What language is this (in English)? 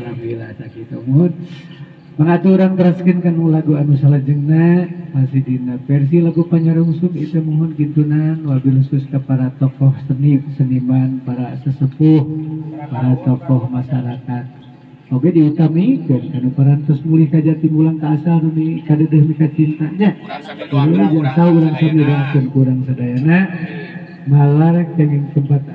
Sundanese